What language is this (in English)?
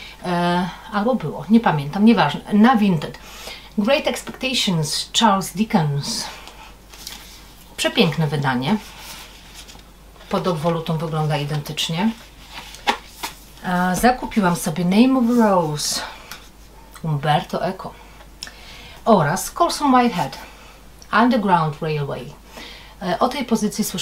Polish